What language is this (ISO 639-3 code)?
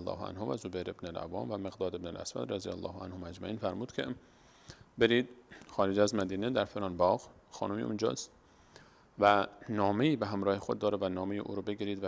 fas